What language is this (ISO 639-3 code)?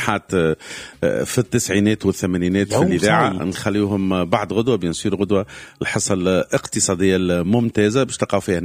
aeb